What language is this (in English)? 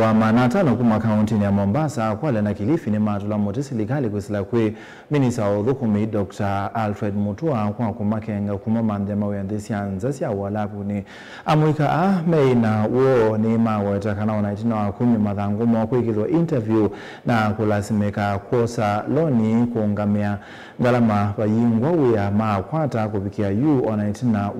Kamba